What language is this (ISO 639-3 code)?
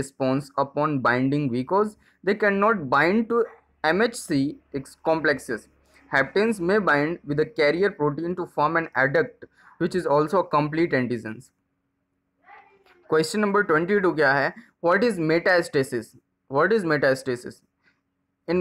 hin